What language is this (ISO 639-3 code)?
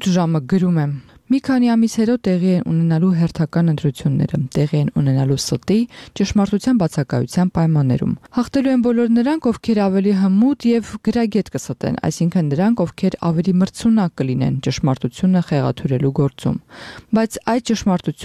hye